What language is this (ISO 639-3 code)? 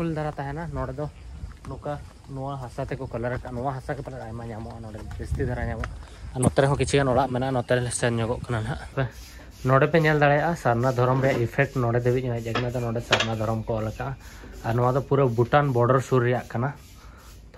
sat